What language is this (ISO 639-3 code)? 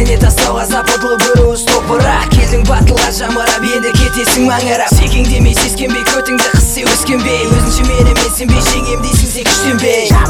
kaz